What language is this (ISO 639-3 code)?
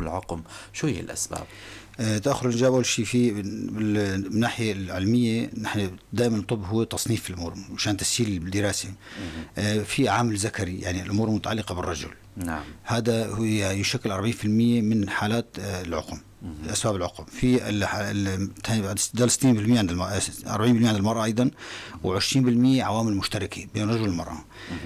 apc